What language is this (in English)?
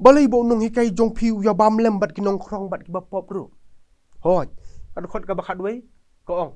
Khasi